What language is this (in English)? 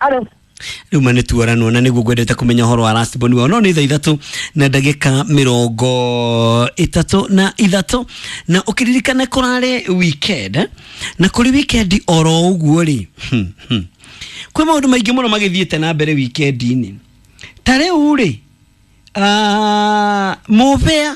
Kikuyu